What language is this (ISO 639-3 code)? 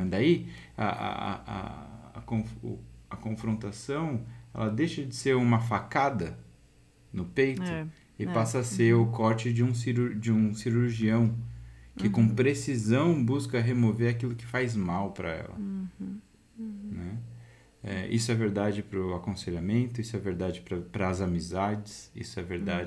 por